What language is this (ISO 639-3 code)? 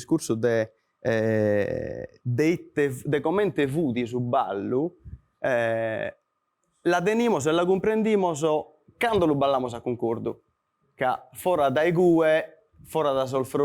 srd